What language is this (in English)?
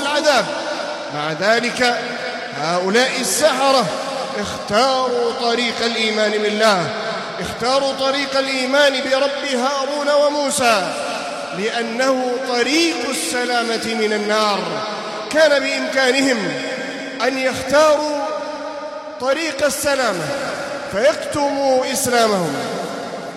Arabic